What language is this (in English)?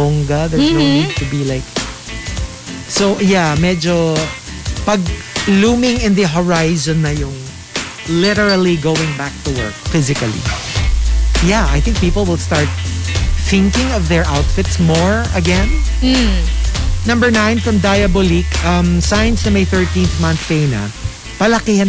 Filipino